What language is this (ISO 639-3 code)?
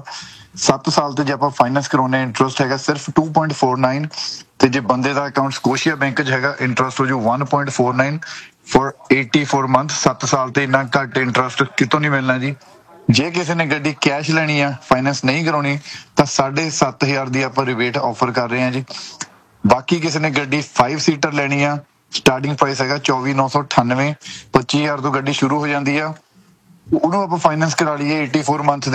pan